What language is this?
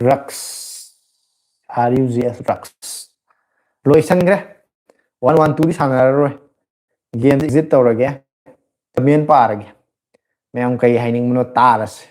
Manipuri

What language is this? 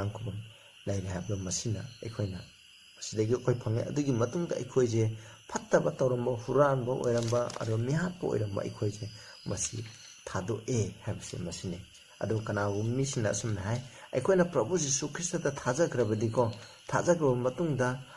Manipuri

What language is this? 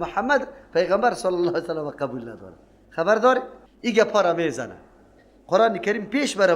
Persian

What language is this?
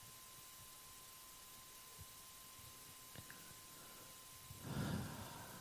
Finnish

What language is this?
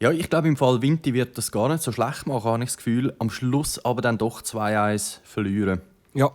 Swiss German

